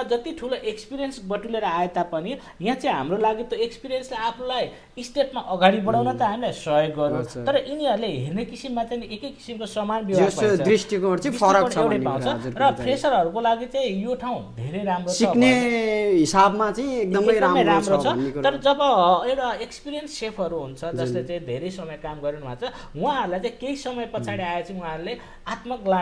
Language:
Nepali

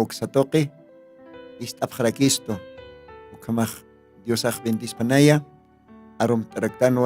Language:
Aymara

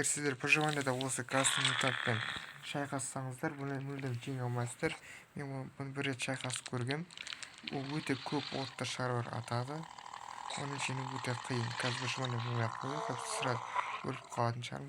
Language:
Kazakh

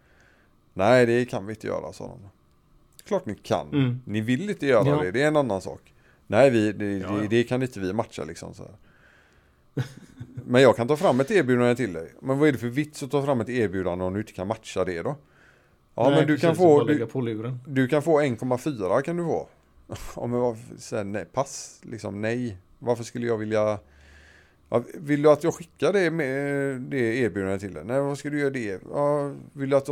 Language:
Swedish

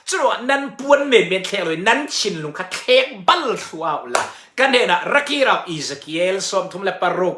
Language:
Falam Chin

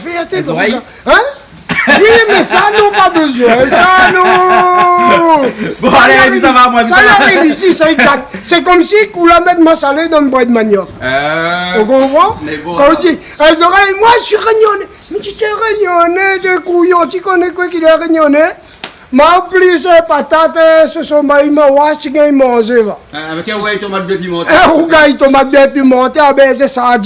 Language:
Réunion Creole French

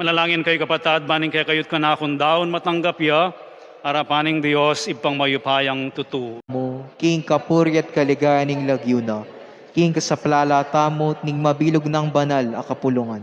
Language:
Pampanga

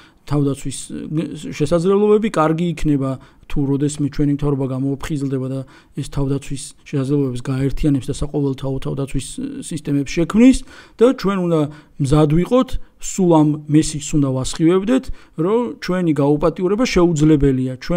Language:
Georgian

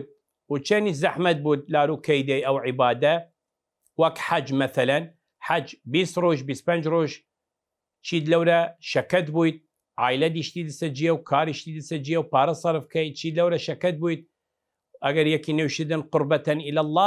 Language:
Southern Kurdish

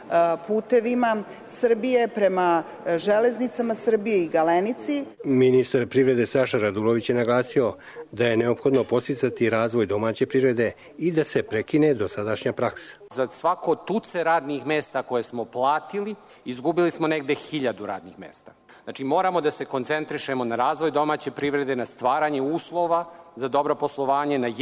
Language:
Serbian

